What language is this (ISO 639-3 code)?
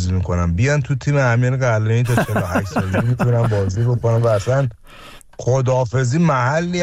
fas